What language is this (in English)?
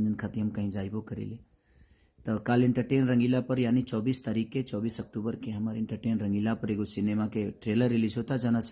Bhojpuri